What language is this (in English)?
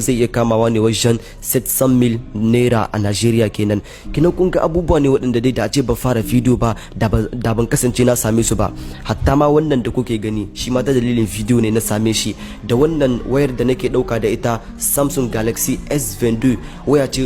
Hausa